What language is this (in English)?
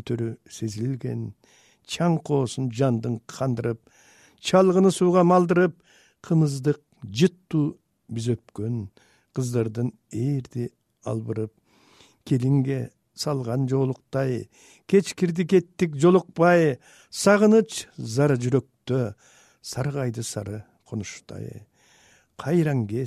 Kyrgyz